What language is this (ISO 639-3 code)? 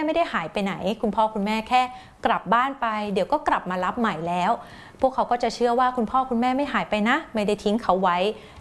tha